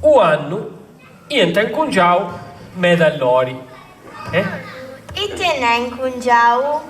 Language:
Sardinian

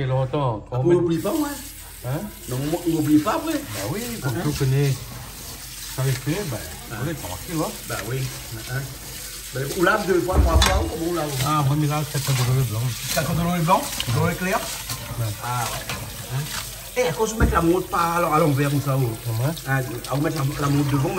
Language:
Réunion Creole French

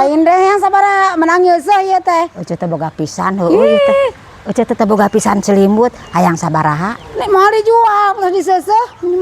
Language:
Sundanese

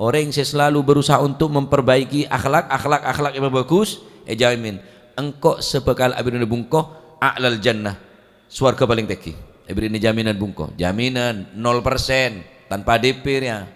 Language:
Madurese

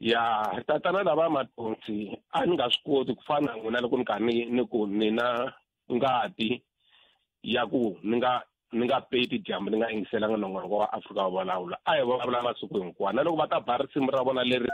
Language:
Tsonga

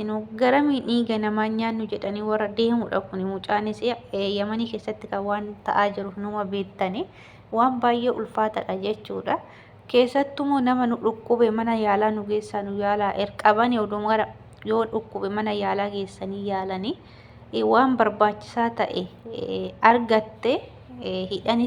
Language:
Oromo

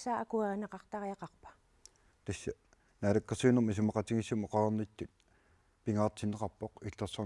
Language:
Kalaallisut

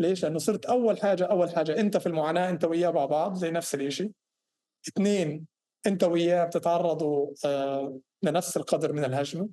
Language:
North Levantine Arabic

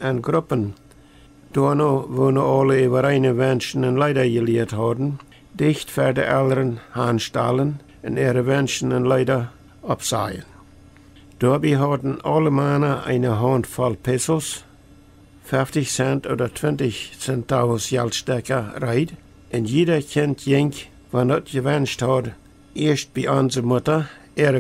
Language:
Plautdietsch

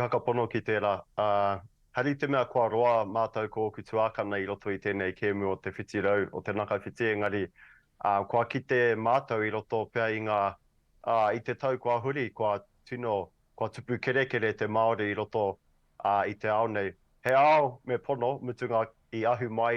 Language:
Māori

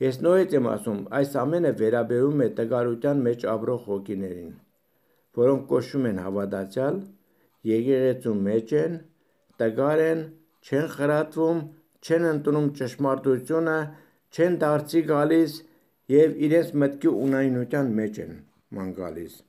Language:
Armenian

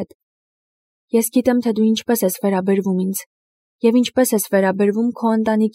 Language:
Armenian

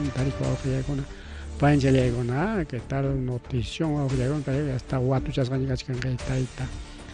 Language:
Ayacucho Quechua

